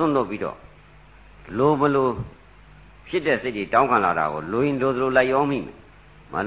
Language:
Burmese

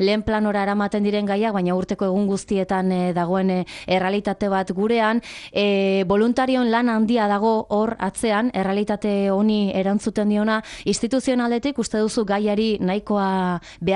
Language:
Basque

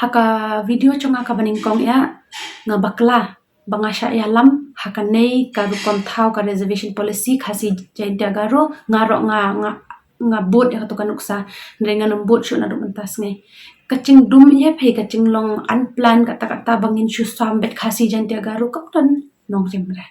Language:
Khasi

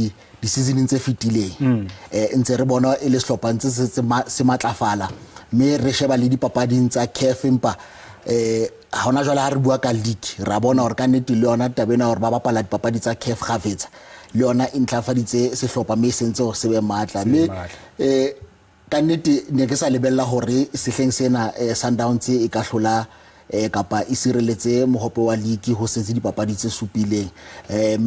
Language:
Southern Sotho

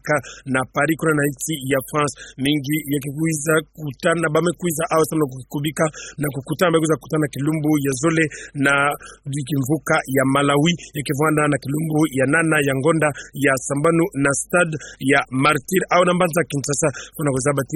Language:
Kituba (Democratic Republic of Congo)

